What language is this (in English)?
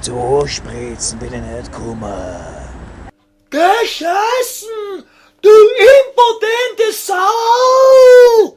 Bavarian